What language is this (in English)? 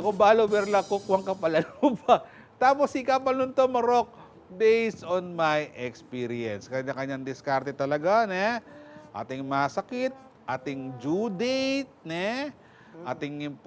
Pampanga